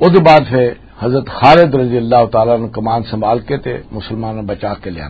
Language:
Western Panjabi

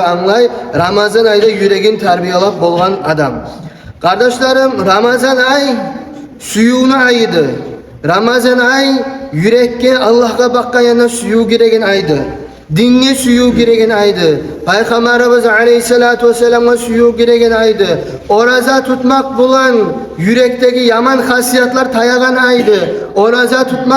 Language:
Kumyk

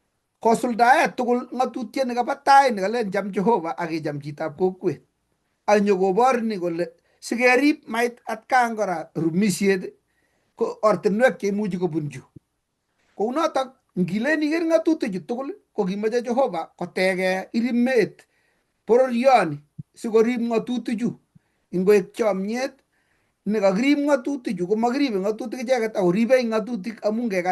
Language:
Kalenjin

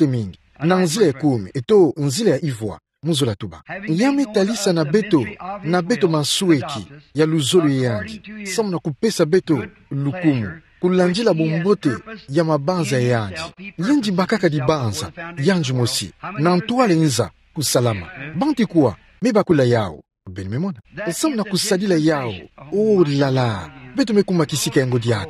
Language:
Kituba (Democratic Republic of Congo)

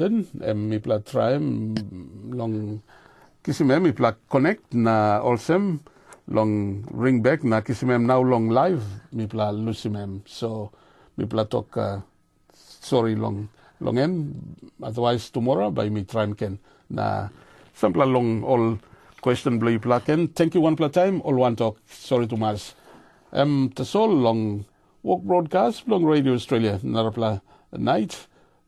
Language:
Tok Pisin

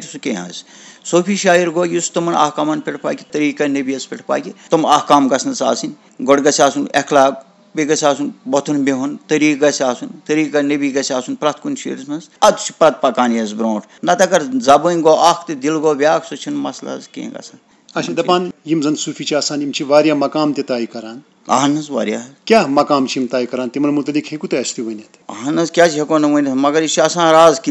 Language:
Kashmiri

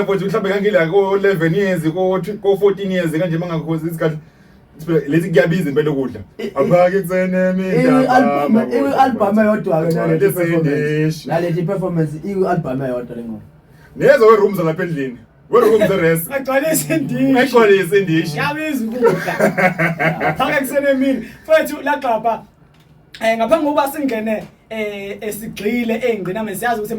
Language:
Zulu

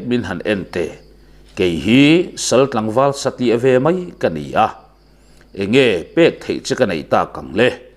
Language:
Mizo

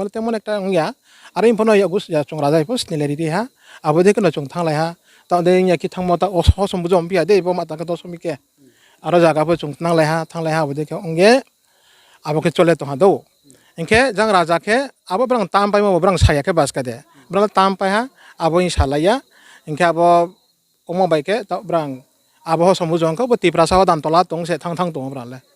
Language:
Riang (India)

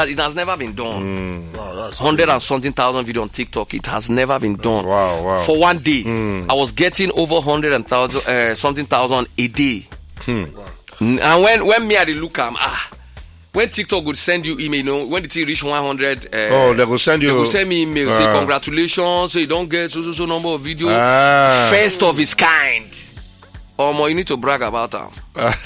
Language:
Nigerian Pidgin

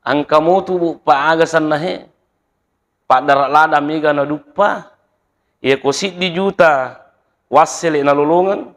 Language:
Buginese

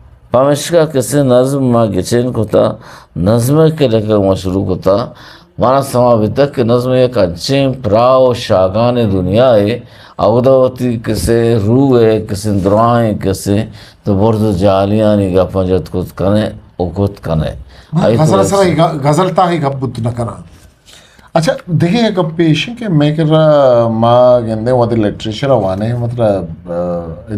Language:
Eastern Balochi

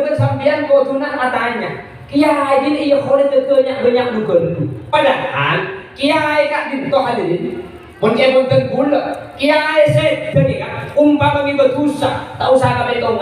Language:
Madurese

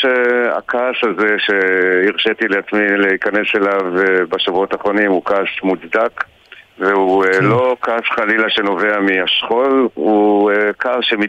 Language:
Hebrew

